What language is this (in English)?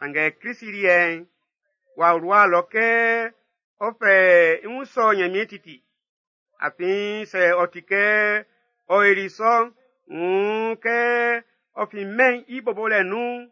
Baoulé